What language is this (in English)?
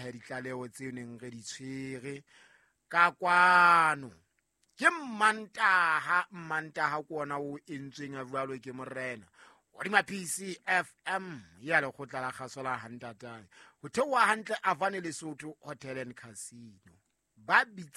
Southern Sotho